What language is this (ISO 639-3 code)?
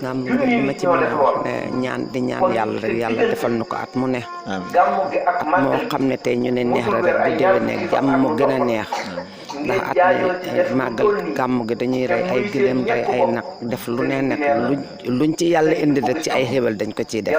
wol